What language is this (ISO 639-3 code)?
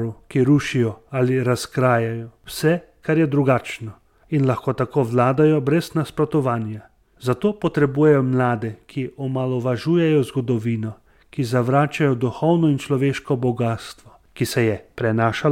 slv